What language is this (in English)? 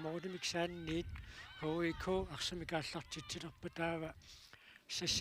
Kalaallisut